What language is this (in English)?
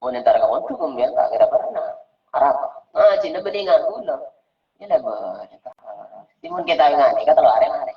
Madurese